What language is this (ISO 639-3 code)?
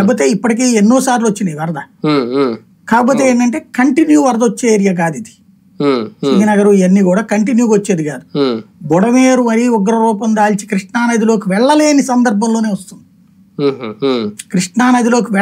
tel